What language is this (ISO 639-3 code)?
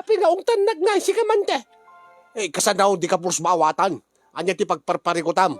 ilo